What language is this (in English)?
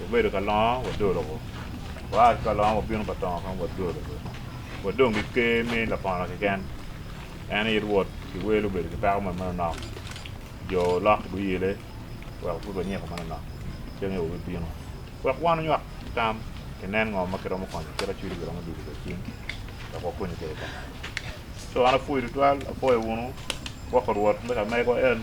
Acoli